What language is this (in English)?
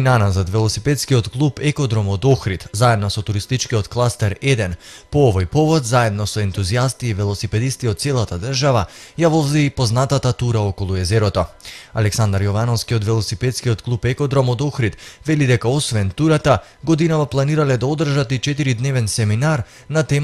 Macedonian